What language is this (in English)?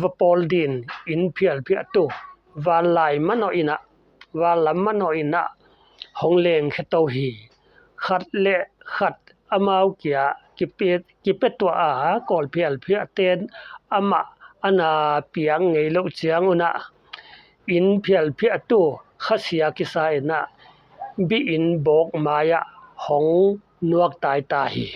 Paite Chin